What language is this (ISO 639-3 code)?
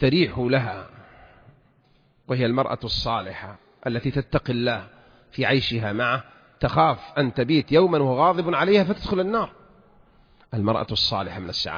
ara